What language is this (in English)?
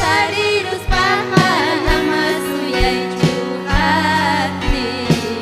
Ayacucho Quechua